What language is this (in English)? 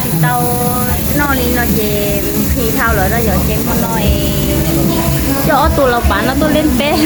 Hmong